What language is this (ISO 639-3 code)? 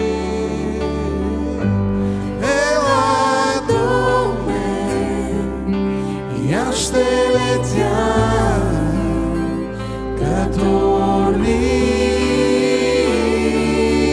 bul